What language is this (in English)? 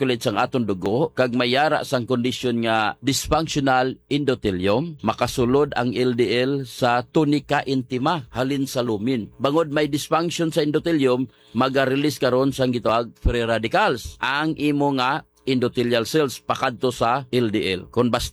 Hiligaynon